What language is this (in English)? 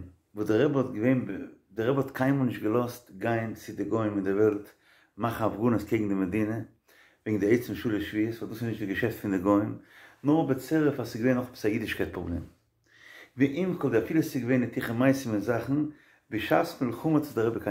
Yiddish